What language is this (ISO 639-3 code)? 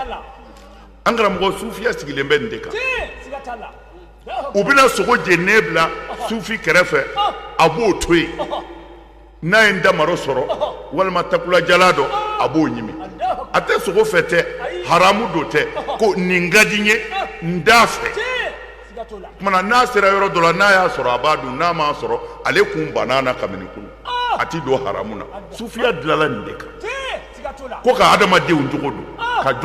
bam